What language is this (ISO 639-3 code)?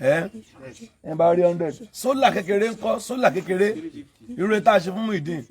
yor